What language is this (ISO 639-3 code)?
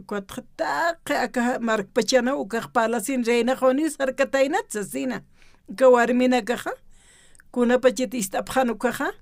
aym